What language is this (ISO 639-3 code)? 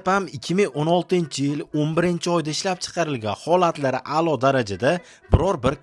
uzb